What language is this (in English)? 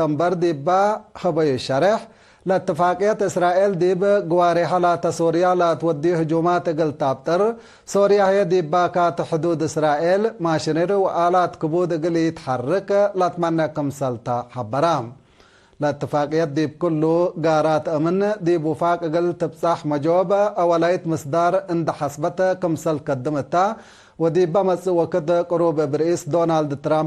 Tigre